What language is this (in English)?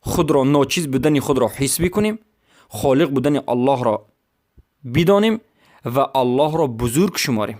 Persian